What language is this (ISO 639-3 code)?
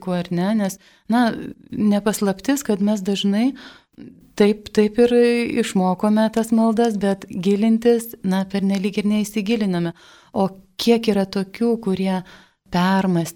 lit